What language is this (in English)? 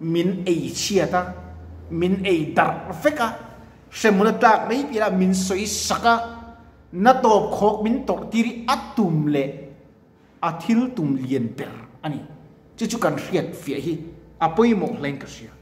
Mizo